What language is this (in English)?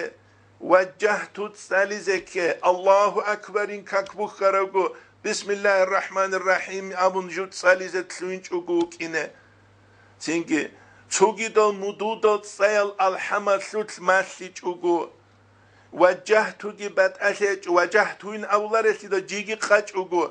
Avaric